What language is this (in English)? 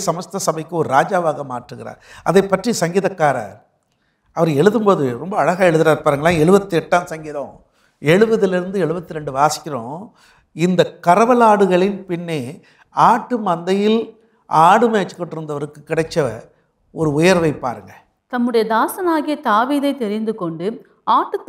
Tamil